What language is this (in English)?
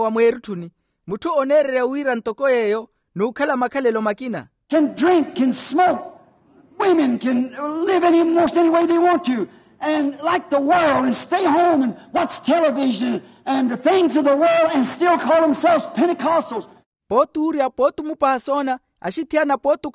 Makhuwa